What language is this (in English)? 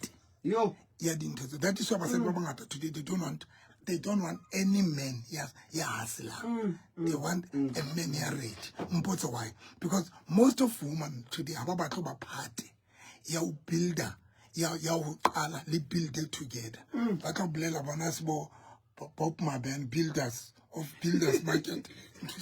Southern Sotho